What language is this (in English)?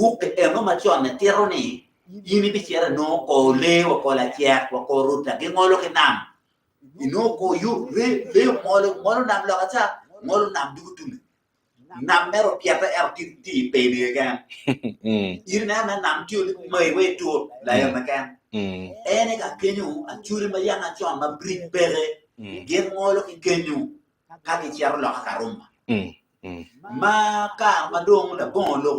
Acoli